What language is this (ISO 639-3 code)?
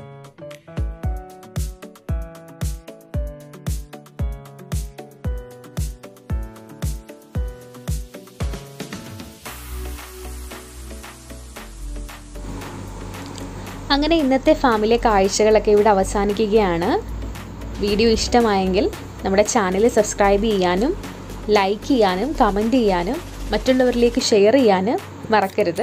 mal